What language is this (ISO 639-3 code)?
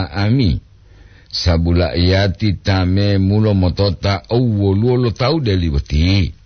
gor